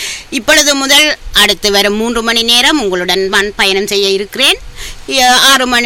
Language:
Tamil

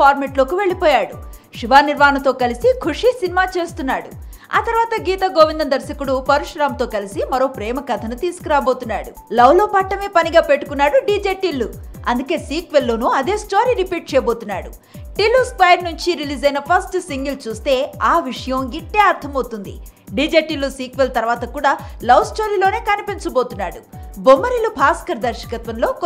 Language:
Telugu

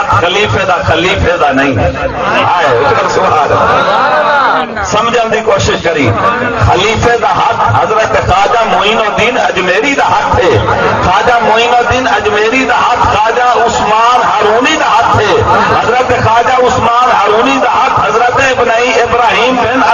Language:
Saraiki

